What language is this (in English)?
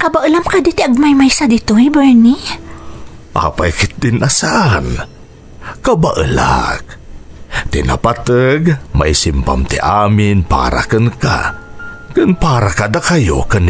Iloko